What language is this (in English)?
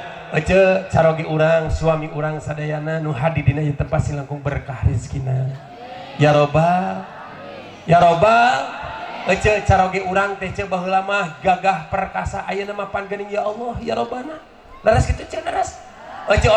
Sundanese